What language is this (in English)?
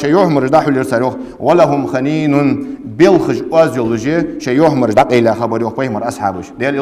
Ingush